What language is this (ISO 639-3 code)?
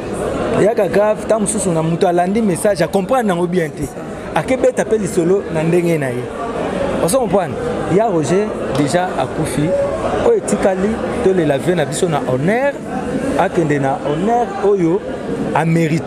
lin